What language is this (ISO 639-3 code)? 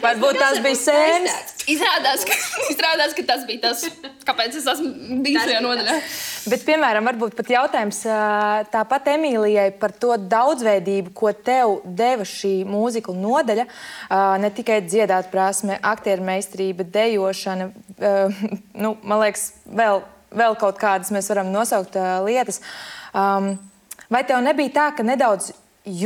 lav